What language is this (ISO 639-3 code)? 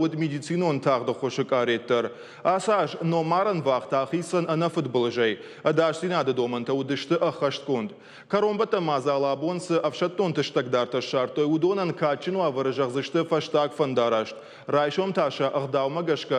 oss